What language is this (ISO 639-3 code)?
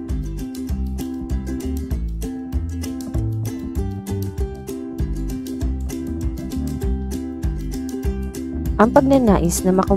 fil